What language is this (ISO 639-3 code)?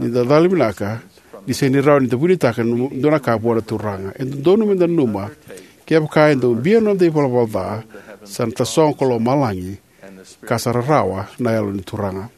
fij